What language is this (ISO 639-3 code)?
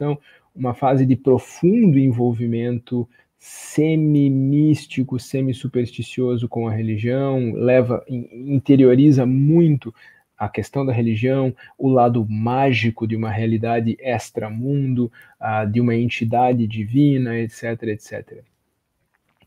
por